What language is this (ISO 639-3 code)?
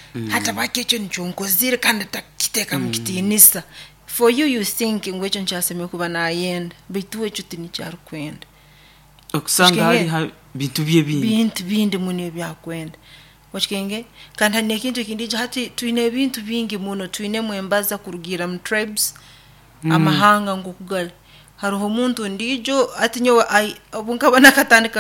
nyo